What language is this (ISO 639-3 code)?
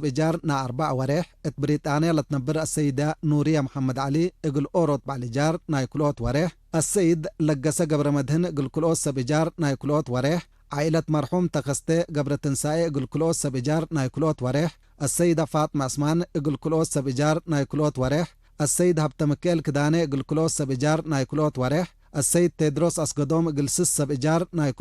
tig